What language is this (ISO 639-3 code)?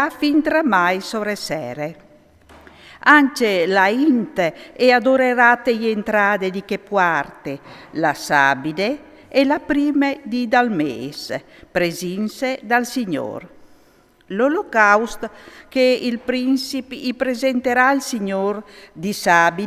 fur